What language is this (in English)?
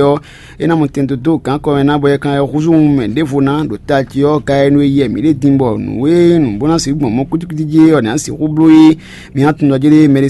Fon